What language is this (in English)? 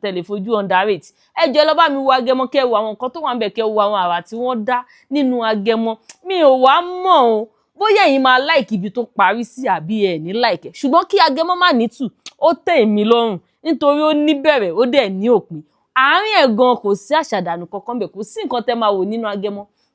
Yoruba